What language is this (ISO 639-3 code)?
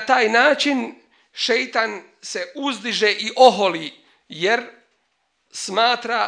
bos